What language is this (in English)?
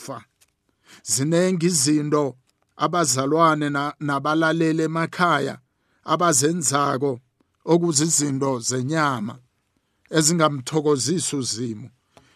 South Ndebele